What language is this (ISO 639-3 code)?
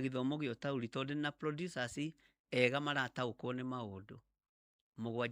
kik